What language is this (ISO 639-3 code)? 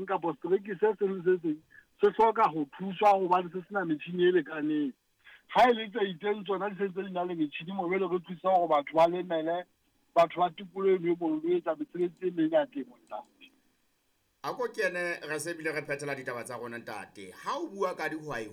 sot